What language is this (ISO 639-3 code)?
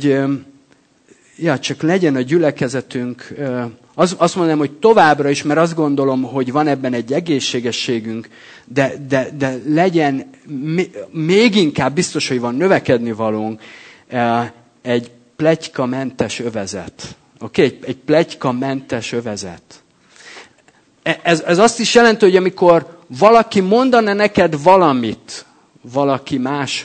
hun